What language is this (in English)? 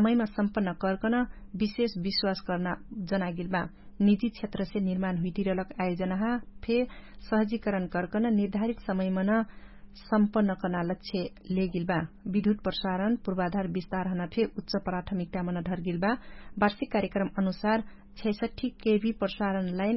Dangaura Tharu